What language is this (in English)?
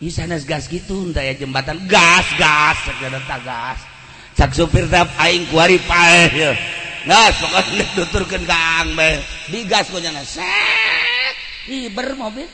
Sundanese